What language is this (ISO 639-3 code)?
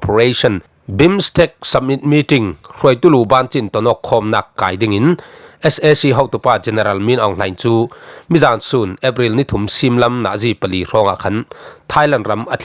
cfm